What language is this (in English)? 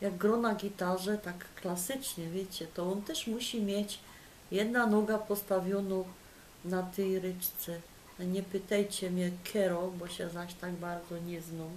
Silesian